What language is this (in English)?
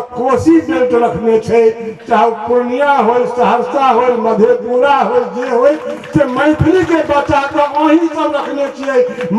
Maithili